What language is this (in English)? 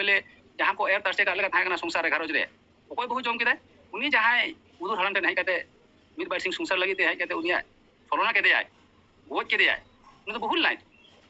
Santali